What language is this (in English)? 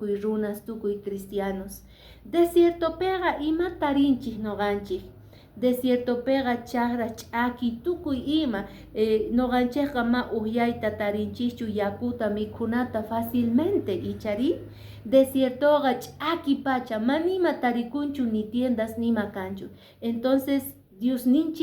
Quechua